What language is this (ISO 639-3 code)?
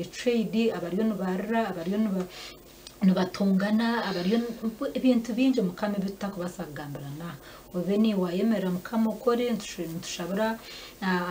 nyn